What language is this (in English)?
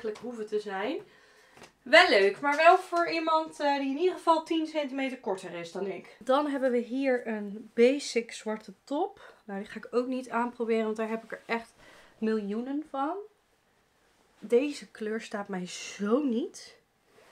Dutch